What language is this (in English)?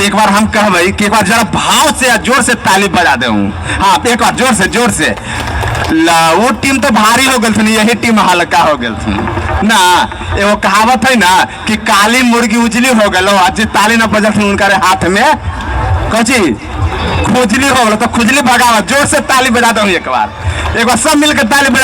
Magahi